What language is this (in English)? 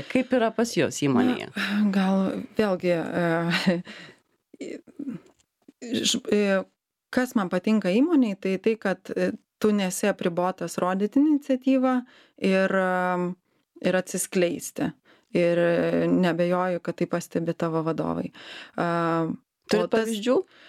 Lithuanian